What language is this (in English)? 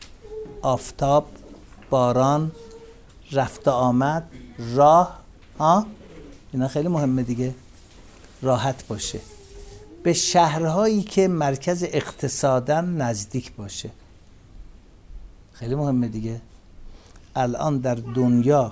Persian